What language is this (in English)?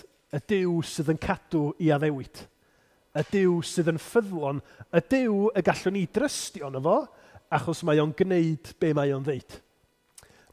Welsh